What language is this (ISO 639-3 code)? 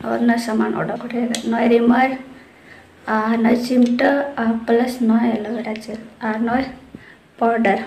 sat